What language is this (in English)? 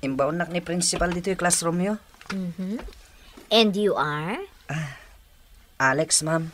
Iloko